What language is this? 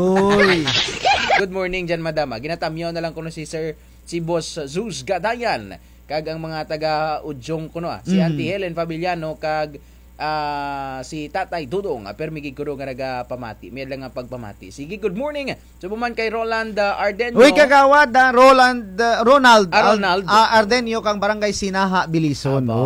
Kinaray-a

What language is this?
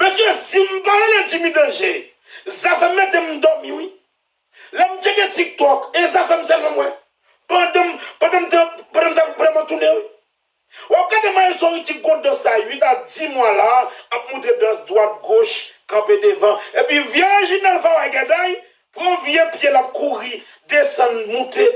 Haitian Creole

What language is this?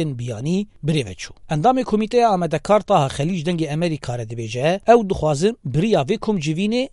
Kurdish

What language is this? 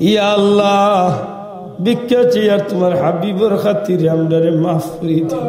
Sylheti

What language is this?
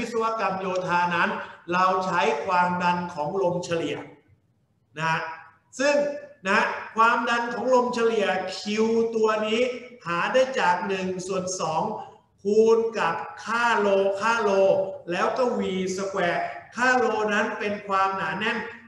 Thai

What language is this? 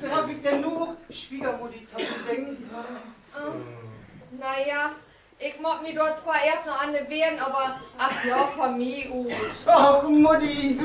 Low German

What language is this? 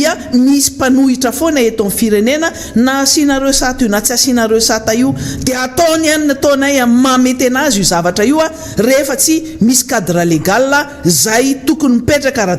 Malagasy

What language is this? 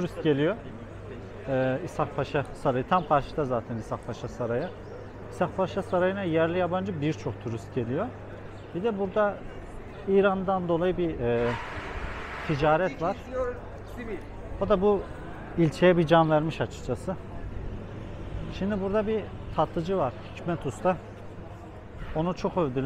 Turkish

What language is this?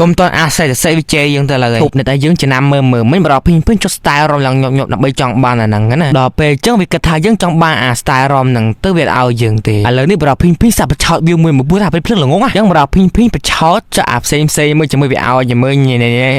Khmer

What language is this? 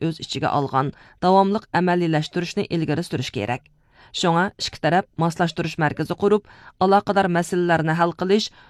Uyghur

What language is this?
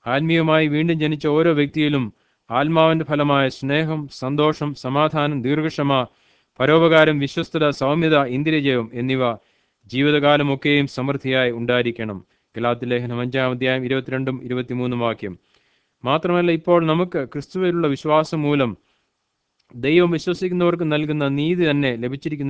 Malayalam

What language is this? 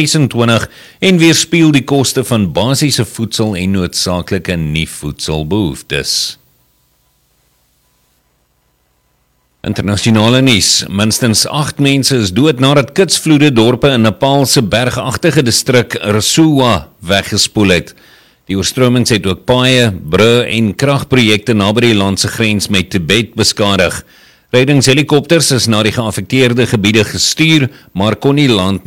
Afrikaans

